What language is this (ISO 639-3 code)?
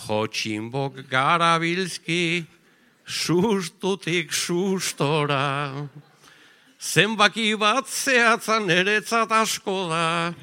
eus